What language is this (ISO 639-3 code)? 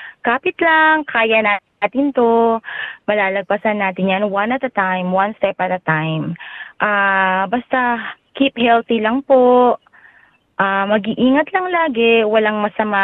fil